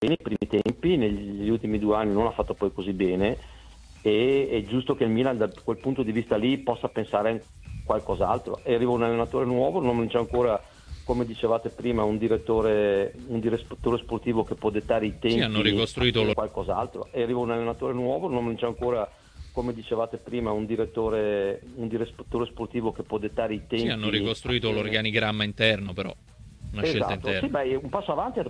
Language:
Italian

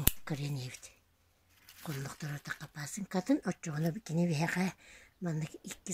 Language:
Yakut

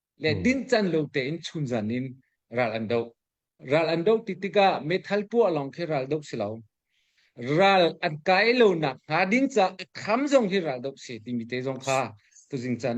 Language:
Hakha Chin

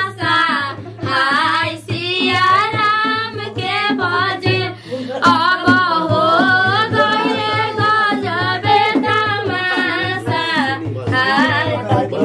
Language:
Bhojpuri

